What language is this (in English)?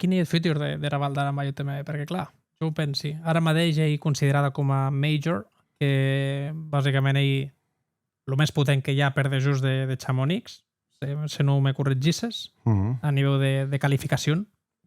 Occitan